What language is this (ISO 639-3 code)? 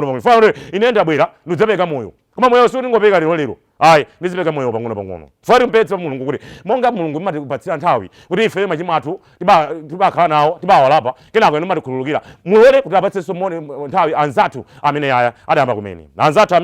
nya